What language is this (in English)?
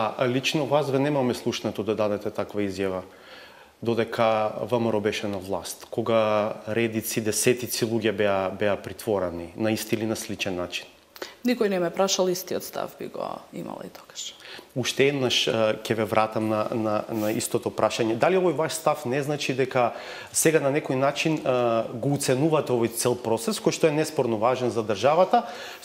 Macedonian